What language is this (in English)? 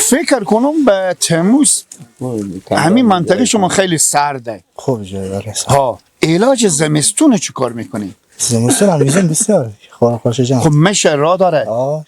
Persian